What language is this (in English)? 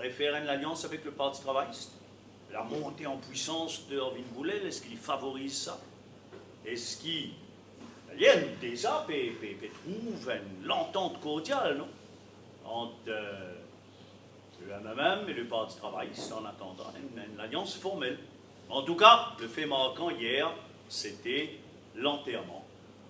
Morisyen